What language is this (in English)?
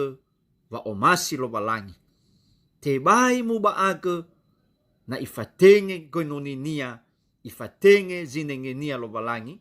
Nias